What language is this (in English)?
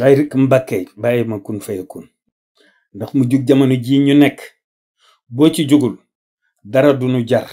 Wolof